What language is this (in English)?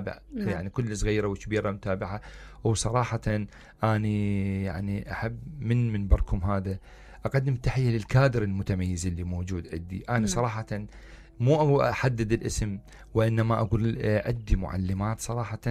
Mesopotamian Arabic